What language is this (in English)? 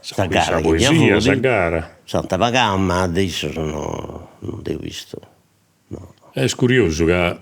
Sardinian